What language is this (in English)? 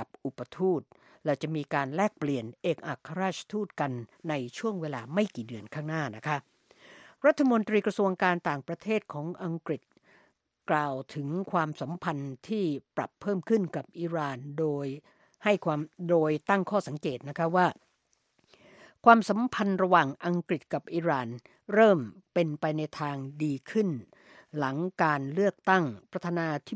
Thai